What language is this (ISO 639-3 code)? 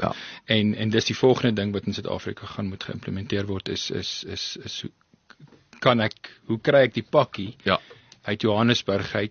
afr